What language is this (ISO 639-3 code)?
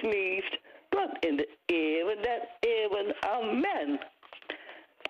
nld